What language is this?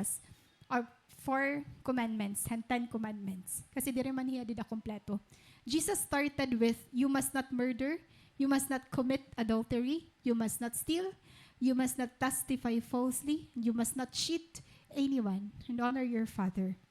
Waray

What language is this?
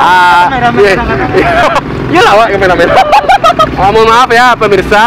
Minangkabau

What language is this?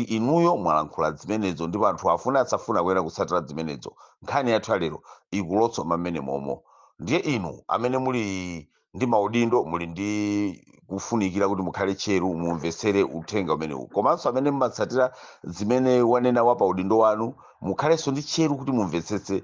Nyanja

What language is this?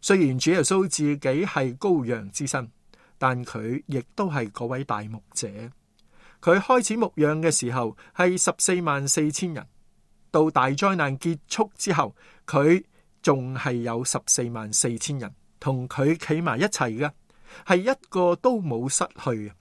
Cantonese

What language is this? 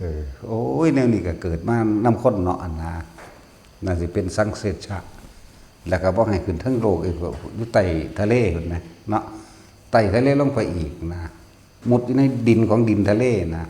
Northeastern Thai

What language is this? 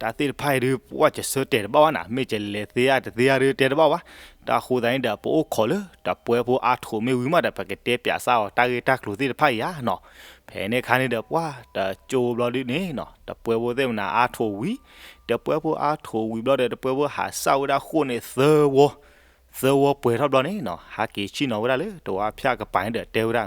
S'gaw Karen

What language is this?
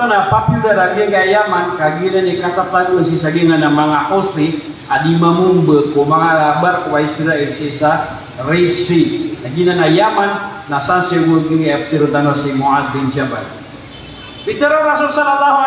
Maranao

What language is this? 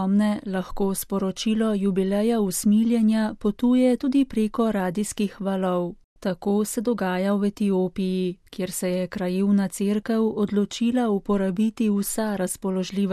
Slovenian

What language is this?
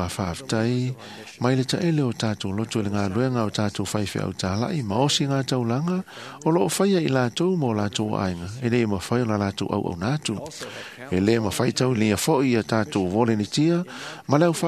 Samoan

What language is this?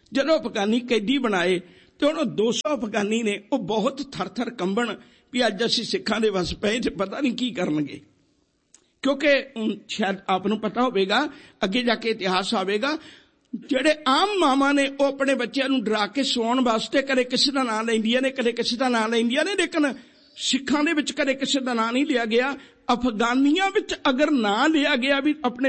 Punjabi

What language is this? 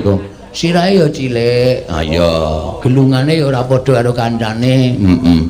Javanese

